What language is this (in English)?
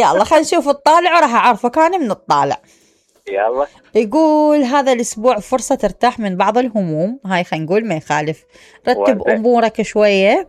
Mesopotamian Arabic